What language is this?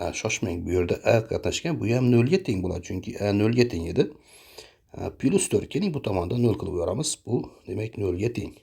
Uzbek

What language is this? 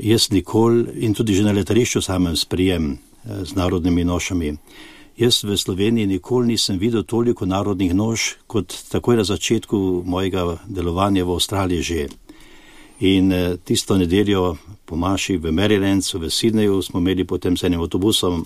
Slovenian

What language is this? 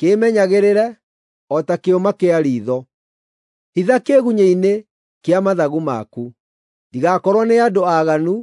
Kikuyu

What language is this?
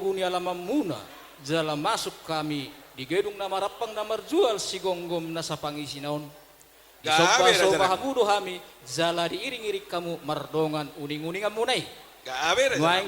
Batak Toba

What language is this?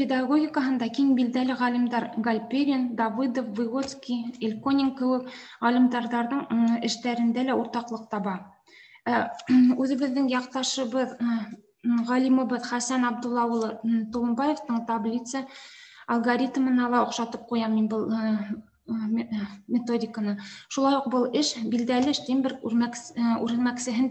Bashkir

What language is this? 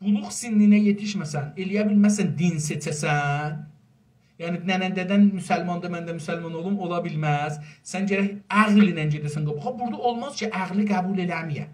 South Azerbaijani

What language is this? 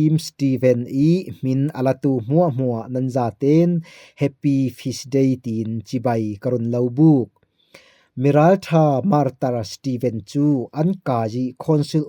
Falam Chin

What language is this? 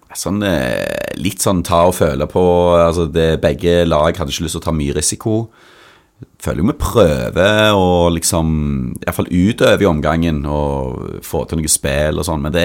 Norwegian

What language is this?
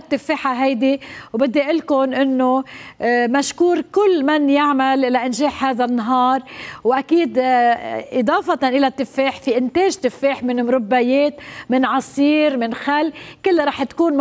North Levantine Arabic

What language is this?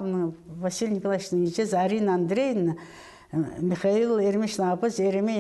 Khakas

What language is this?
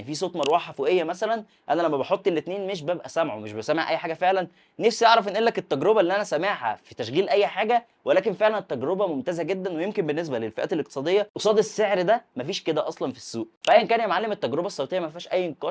Egyptian Arabic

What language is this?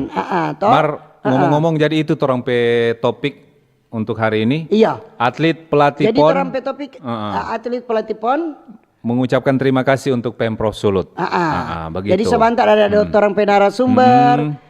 Manado Malay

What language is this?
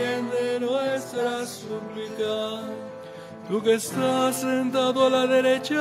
Spanish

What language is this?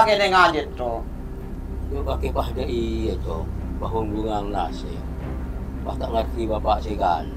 Madurese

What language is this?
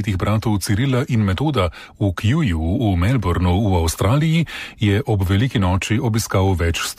Slovenian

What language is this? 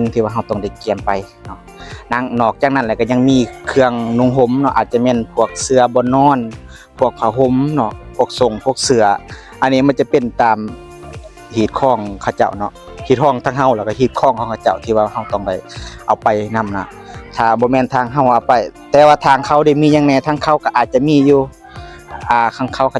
Lao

